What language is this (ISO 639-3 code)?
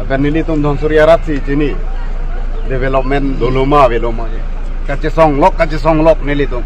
mjw